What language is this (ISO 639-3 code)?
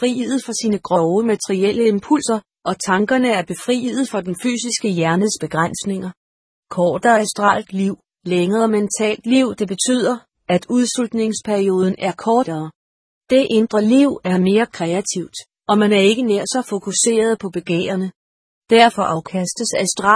dan